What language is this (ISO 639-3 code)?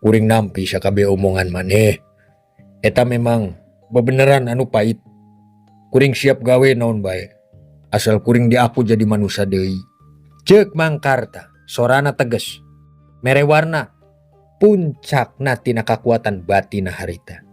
sun